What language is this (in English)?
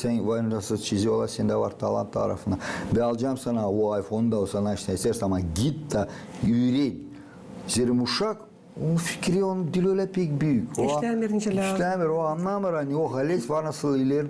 Gagauz